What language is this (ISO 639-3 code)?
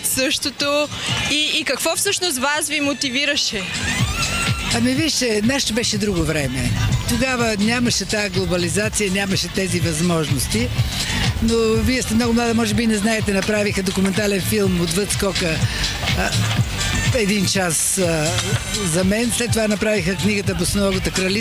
bul